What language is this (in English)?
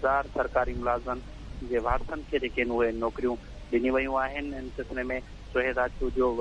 Sindhi